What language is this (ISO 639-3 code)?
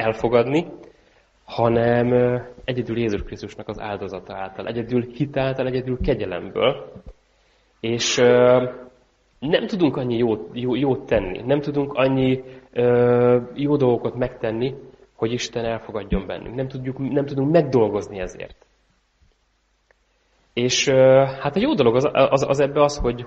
hun